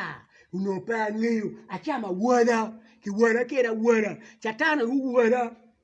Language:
Acoli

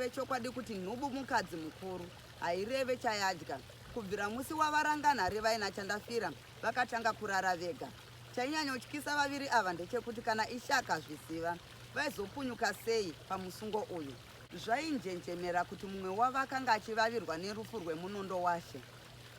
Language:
Shona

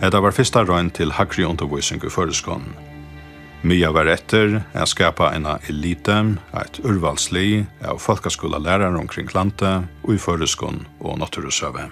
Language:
Faroese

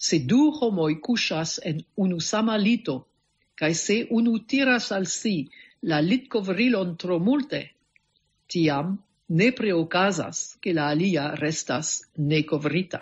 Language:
Esperanto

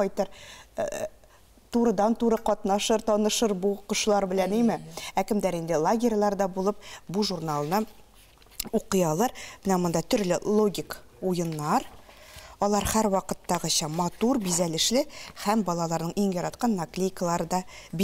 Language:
Tatar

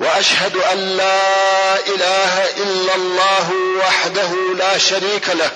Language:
Pashto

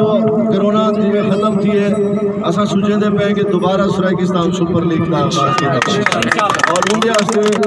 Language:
Saraiki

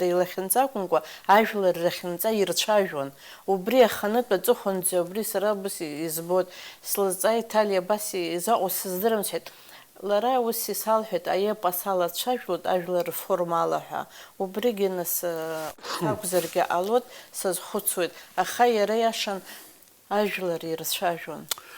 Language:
Abkhazian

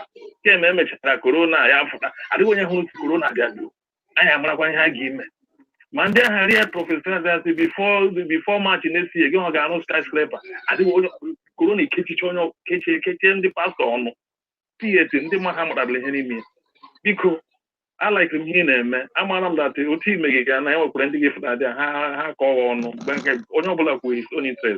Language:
Igbo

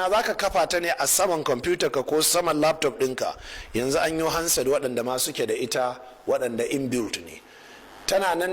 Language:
Hausa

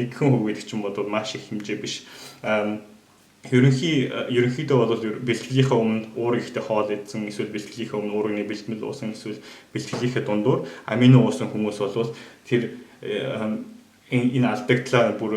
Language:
Mongolian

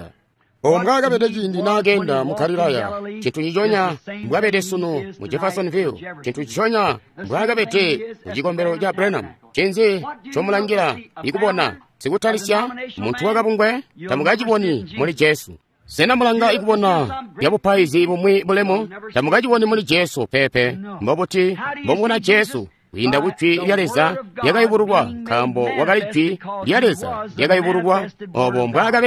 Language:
Tonga (Zambia)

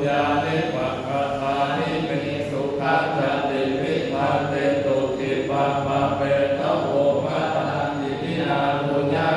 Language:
Pali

